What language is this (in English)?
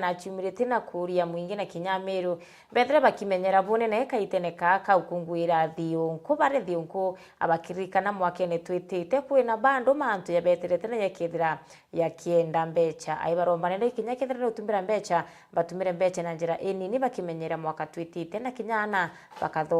Meru